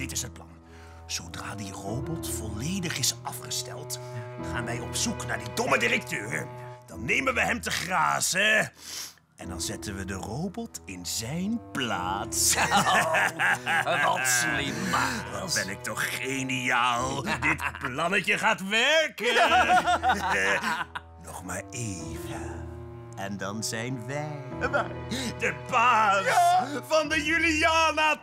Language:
Dutch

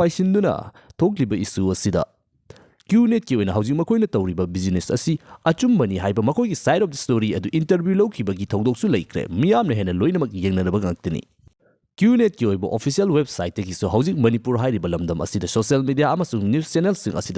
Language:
Manipuri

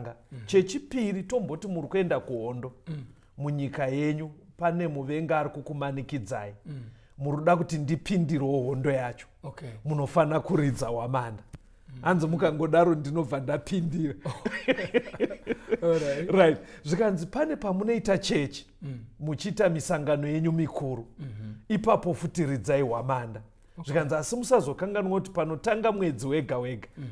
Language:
Shona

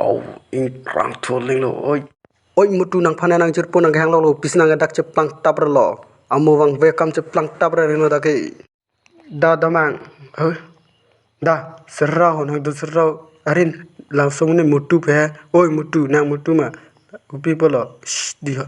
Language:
Karbi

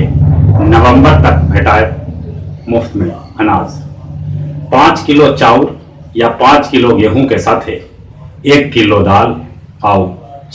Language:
Magahi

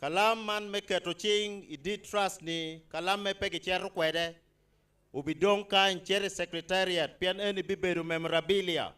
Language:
Acoli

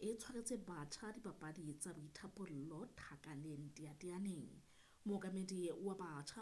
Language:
Southern Sotho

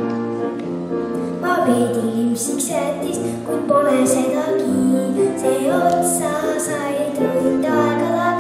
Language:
Estonian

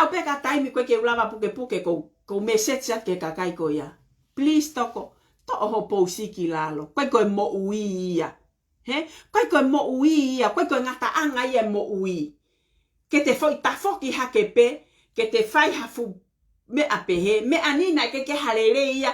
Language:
Tongan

